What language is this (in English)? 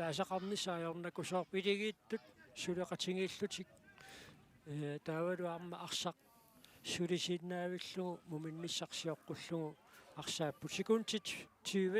Kalaallisut